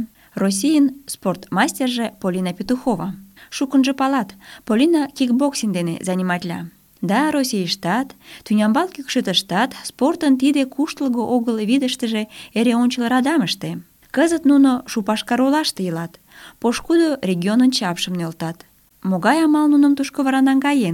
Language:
Mari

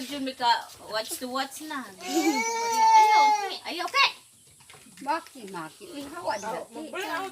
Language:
Cebuano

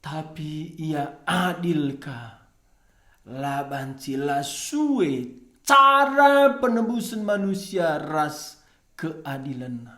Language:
Batak Karo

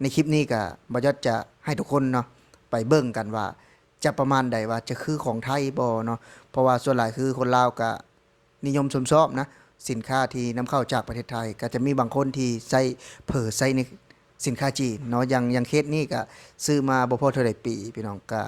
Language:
Lao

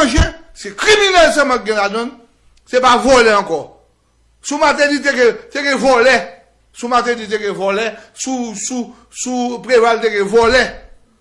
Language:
Haitian Creole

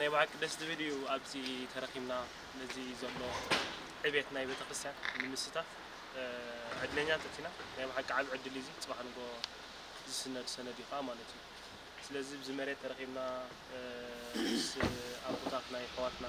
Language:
Tigrinya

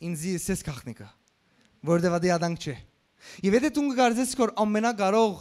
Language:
Western Armenian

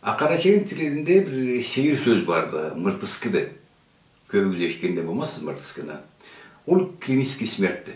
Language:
Karachay-Balkar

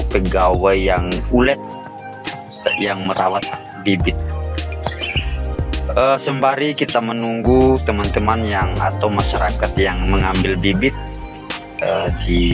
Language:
Indonesian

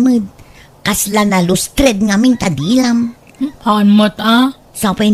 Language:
Iloko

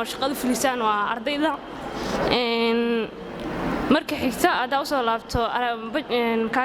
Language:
Somali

